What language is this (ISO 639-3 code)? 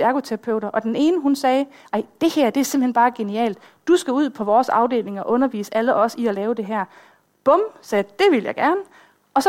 dan